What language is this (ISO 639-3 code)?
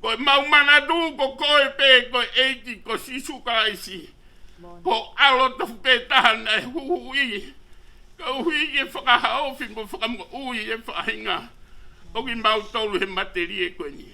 ton